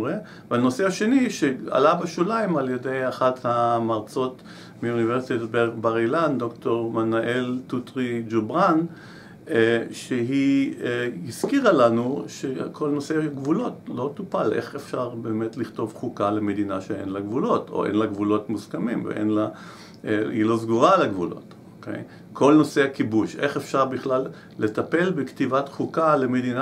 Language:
Hebrew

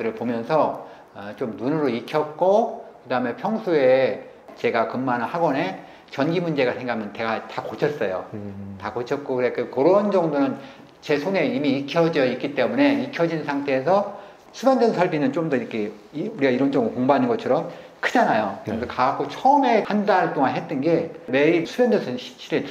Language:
Korean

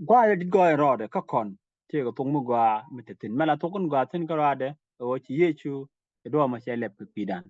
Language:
Nuer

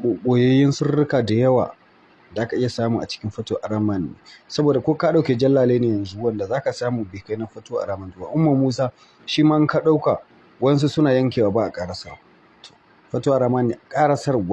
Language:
Hausa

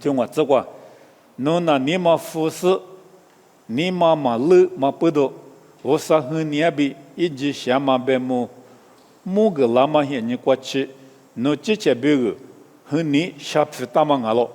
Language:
Lisu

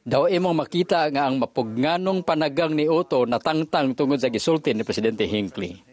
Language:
Cebuano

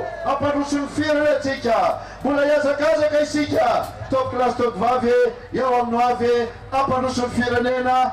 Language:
Malagasy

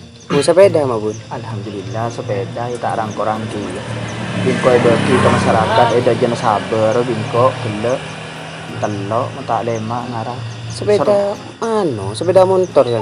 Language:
Madurese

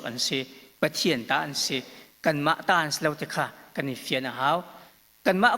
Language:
Hakha Chin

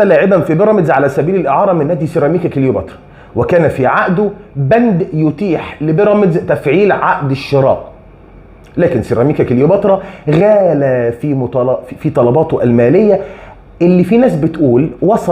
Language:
Egyptian Arabic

